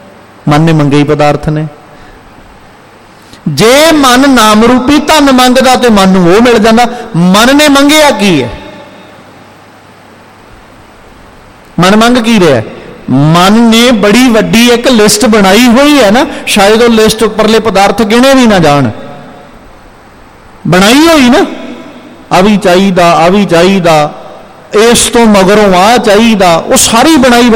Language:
Punjabi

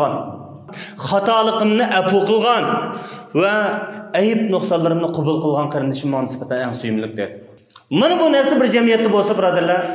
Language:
Uyghur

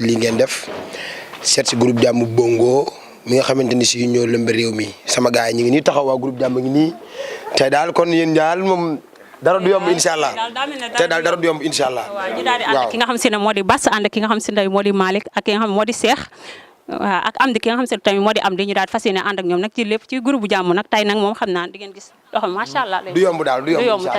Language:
Wolof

